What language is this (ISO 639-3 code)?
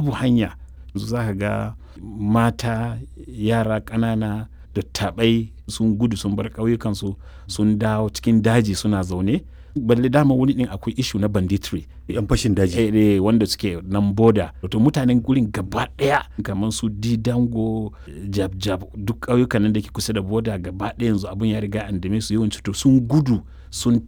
hau